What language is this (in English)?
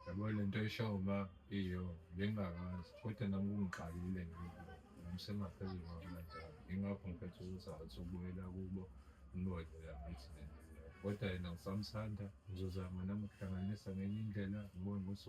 Zulu